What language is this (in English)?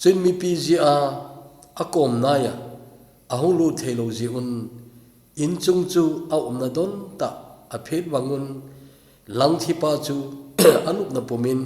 Thado Chin